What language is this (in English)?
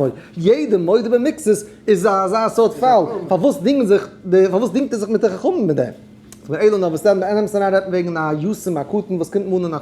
Yiddish